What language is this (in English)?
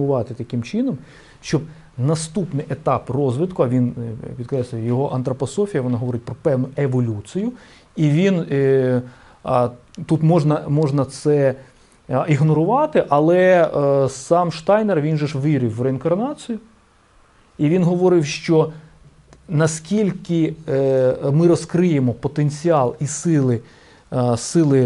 Ukrainian